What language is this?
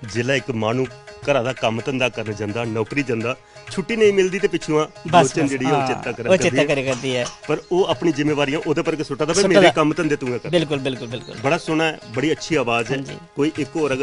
Dogri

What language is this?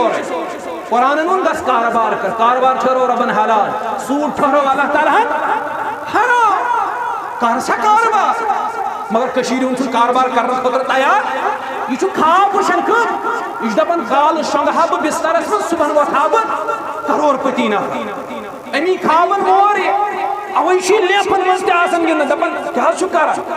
Kashmiri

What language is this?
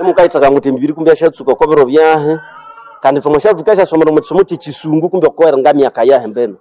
Nande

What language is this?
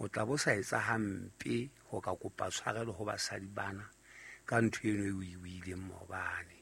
Southern Sotho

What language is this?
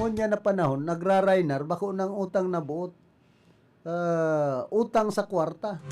Bikol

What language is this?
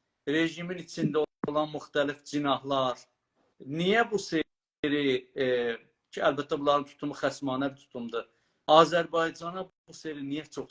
South Azerbaijani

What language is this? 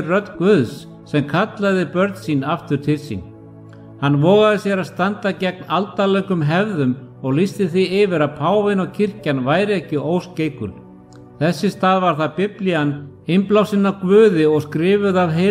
Icelandic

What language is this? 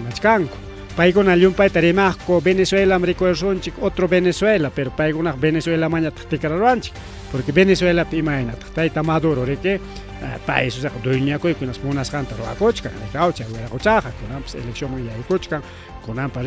Ayacucho Quechua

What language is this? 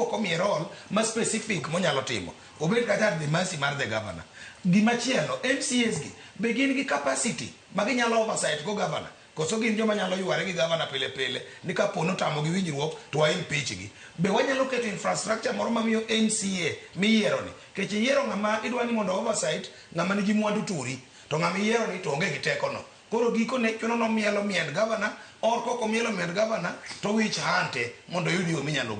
Luo (Kenya and Tanzania)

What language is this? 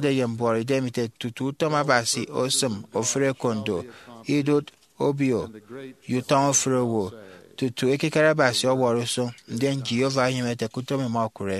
Efik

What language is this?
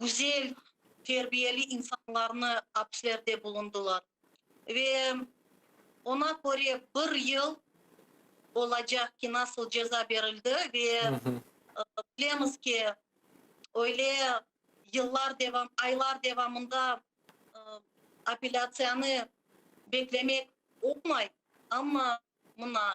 Crimean Tatar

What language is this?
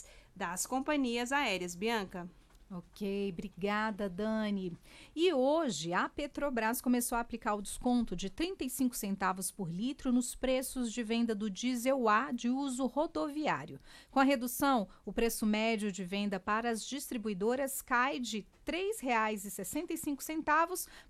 Portuguese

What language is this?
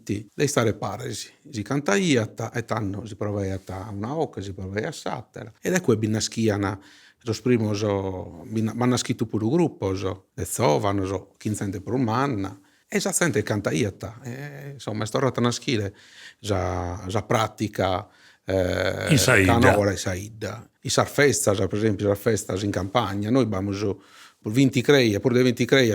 Sardinian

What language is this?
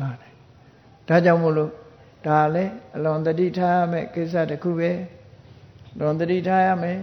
Burmese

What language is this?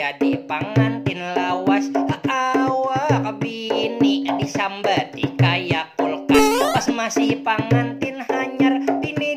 Banjar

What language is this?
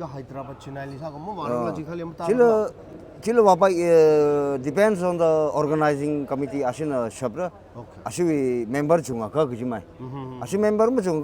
Tangkhul Naga (India)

